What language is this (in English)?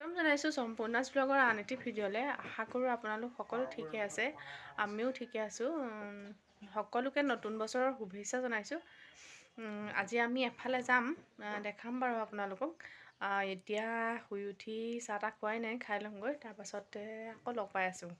Assamese